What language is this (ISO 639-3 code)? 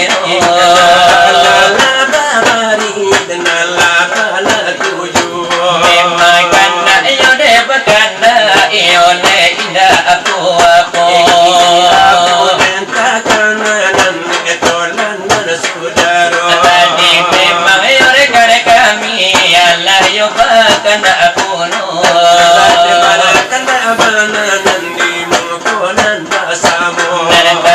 min